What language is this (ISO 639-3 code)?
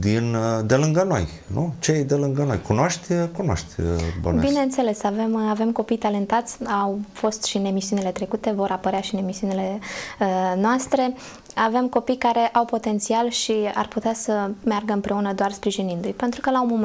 ron